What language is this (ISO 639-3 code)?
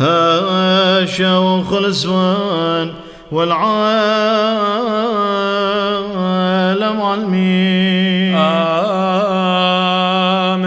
syc